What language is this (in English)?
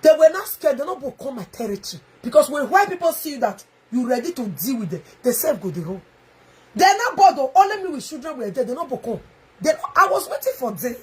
Nigerian Pidgin